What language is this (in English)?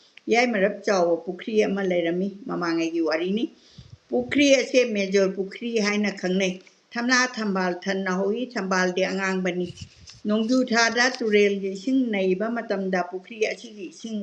Manipuri